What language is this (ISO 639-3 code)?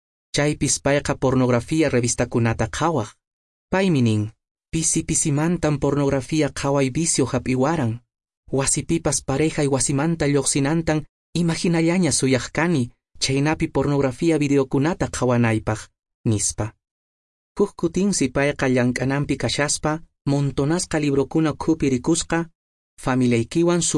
que